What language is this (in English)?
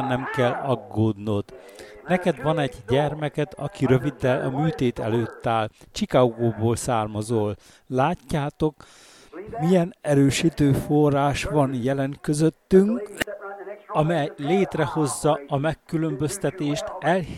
Hungarian